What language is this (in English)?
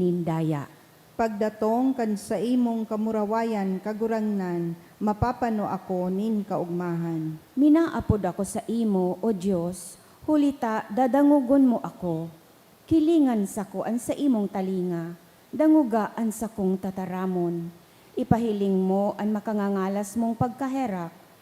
Bikol